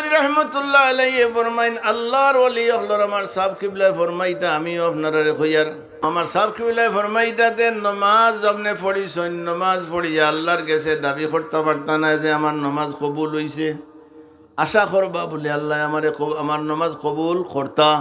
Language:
Sylheti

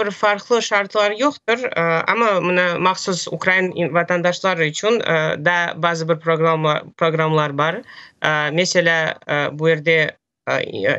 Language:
Crimean Tatar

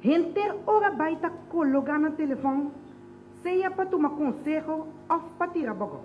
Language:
Papiamento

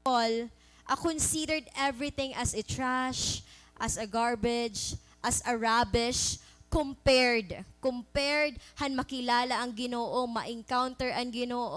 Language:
Waray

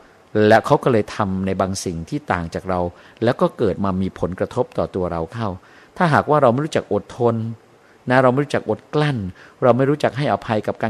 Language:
Thai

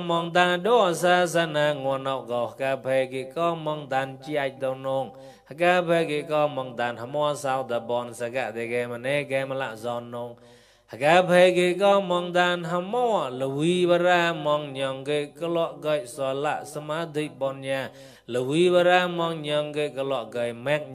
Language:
Mon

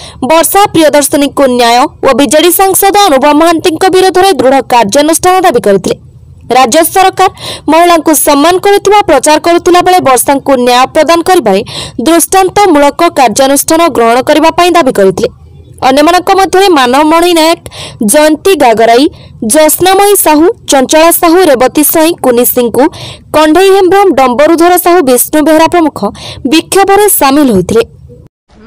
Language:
Odia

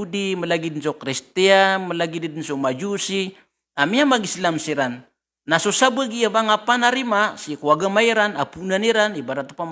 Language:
Maranao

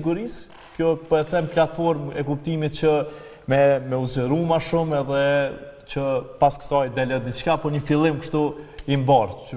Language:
Albanian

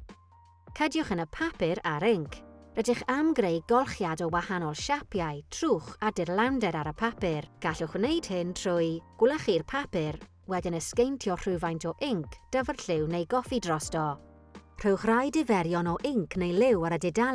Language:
Welsh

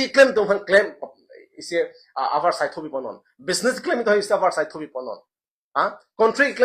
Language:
Karbi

